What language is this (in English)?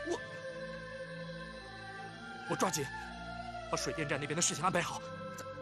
Chinese